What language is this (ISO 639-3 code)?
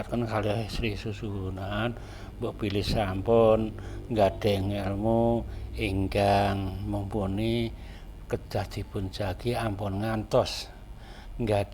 jav